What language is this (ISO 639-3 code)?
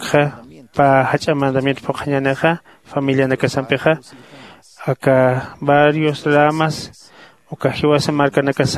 aym